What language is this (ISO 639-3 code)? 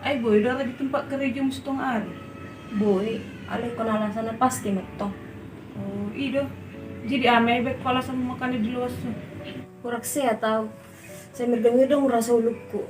bbc